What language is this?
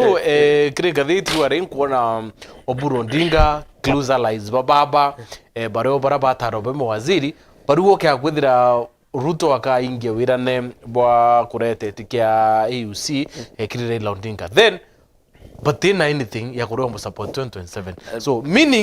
Meru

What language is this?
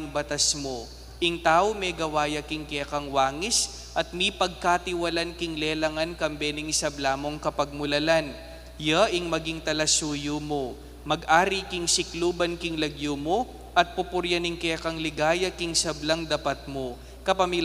Pampanga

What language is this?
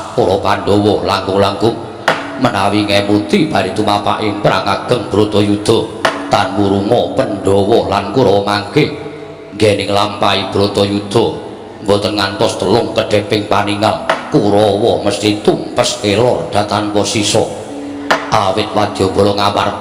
Javanese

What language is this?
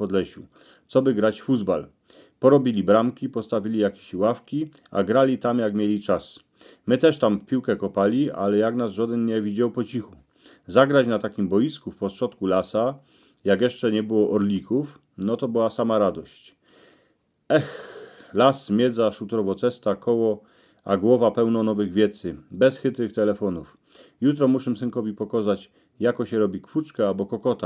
Silesian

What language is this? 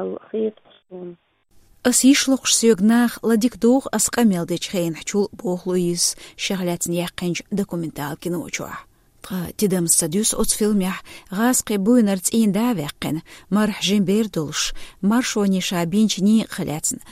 Chechen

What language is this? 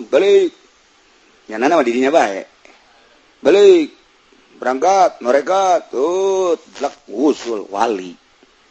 Sundanese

